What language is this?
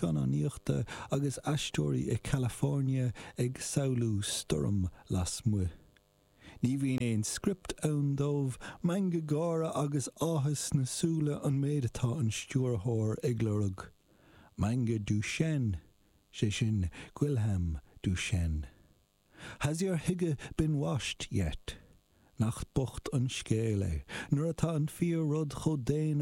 Irish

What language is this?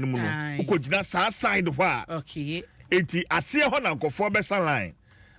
Akan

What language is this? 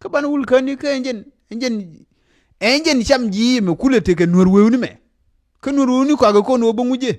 Nuer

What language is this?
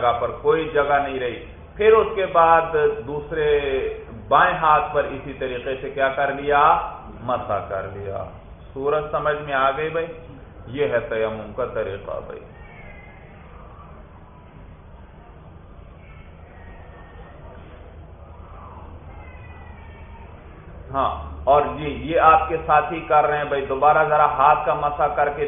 Urdu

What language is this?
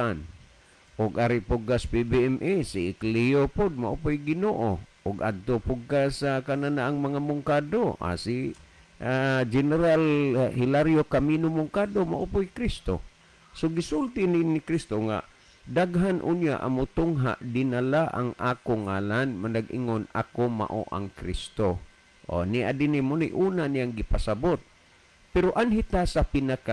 Cebuano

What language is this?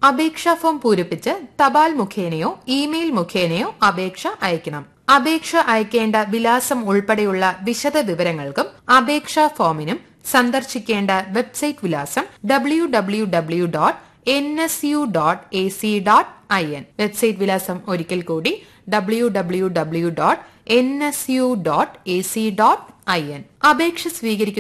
Malayalam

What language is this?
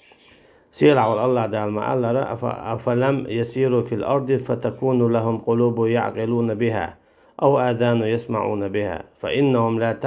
Chechen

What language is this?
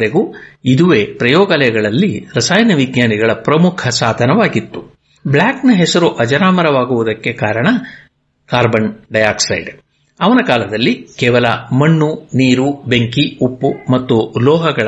Kannada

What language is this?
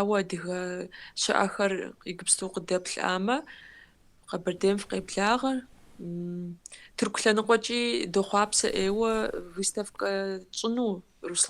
Kabardian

